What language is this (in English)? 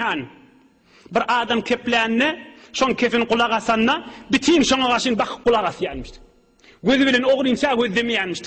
Turkmen